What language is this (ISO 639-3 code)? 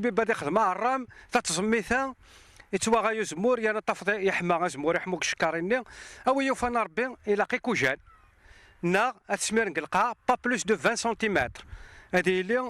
kab